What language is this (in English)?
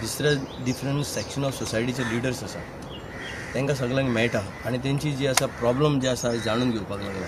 Konkani